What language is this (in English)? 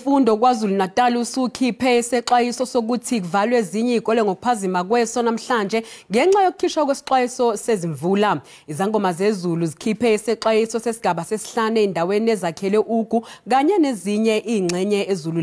Zulu